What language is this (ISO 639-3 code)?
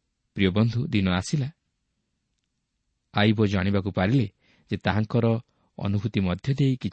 ori